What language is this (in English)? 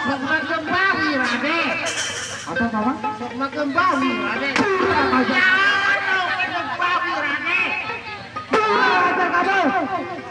Sasak